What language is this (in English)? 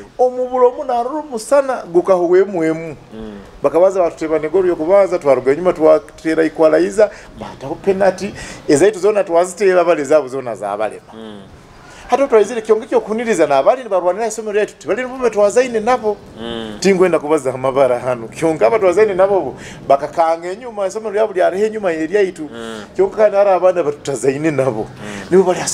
Nyoro